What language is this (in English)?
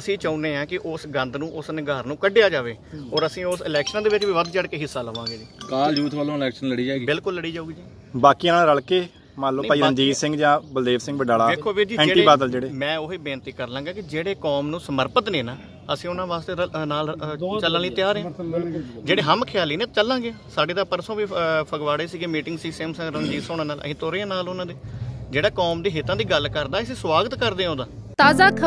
Punjabi